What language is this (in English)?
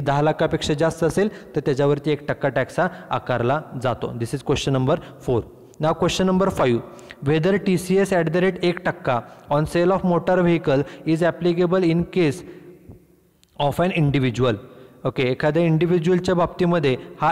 Marathi